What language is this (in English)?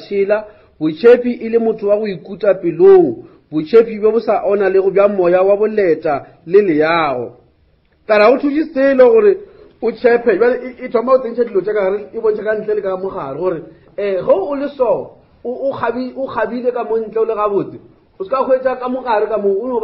Northern Sotho